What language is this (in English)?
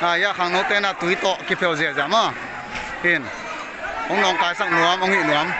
Paite Chin